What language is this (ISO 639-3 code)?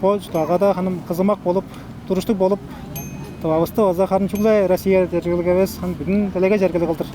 tyv